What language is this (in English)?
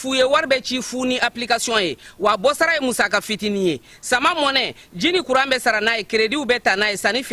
Bambara